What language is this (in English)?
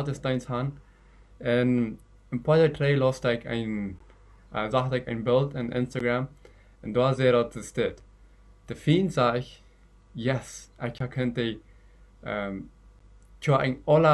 Plautdietsch